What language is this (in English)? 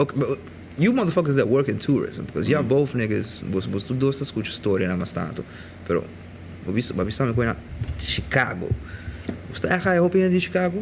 Papiamento